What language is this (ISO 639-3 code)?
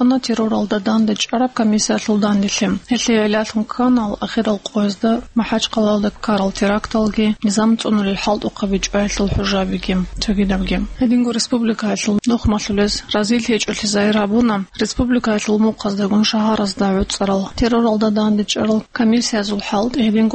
ava